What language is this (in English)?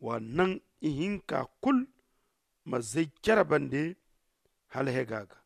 Zarma